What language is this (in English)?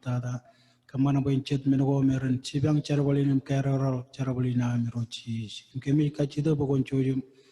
Marshallese